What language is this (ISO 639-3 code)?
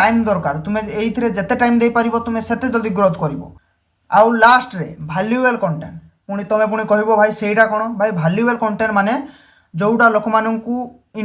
ori